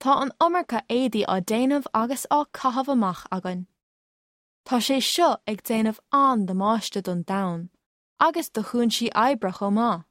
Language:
Irish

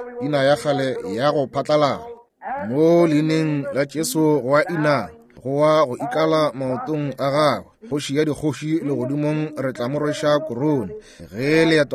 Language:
Northern Sotho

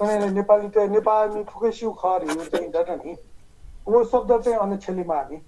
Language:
Newari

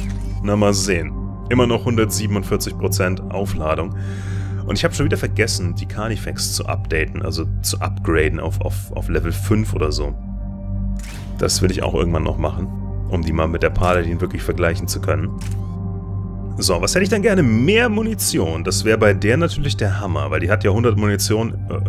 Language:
German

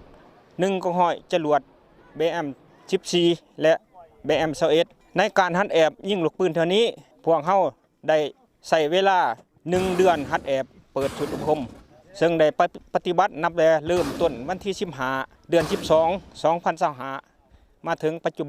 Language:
Lao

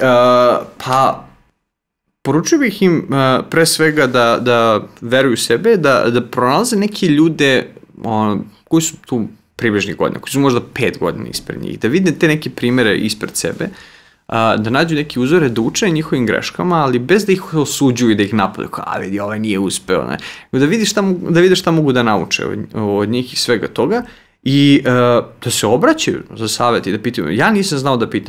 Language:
Serbian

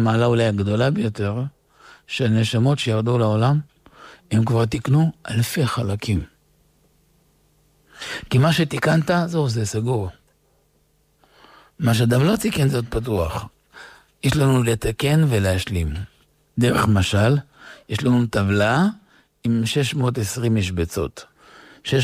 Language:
Hebrew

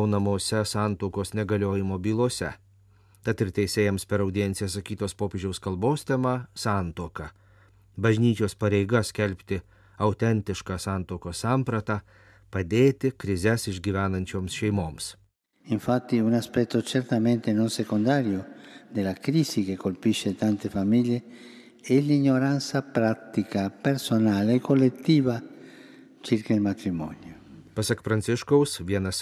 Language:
Lithuanian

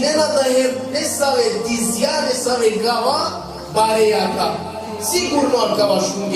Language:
Balkan Romani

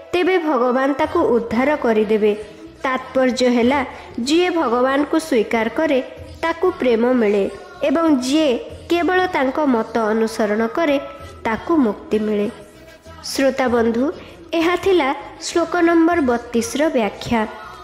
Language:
Odia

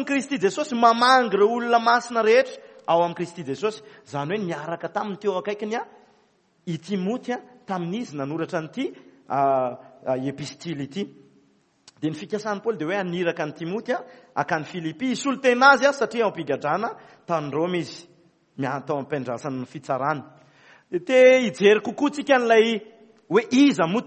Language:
Malagasy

